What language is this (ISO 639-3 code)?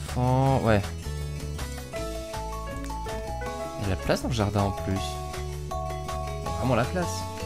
fra